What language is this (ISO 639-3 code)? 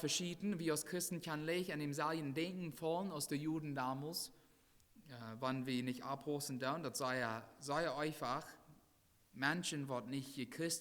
pdt